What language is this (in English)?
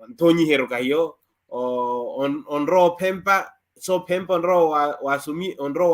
Makhuwa